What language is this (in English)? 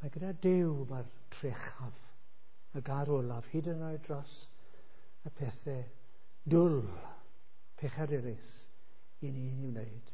Welsh